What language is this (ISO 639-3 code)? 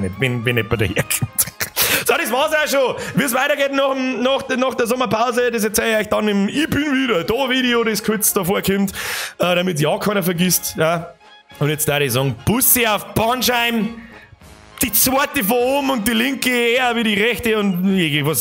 bar